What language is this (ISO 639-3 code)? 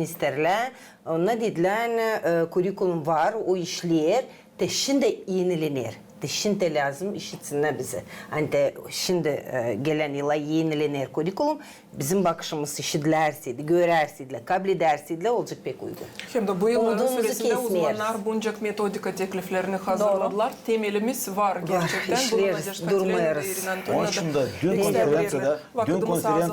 gag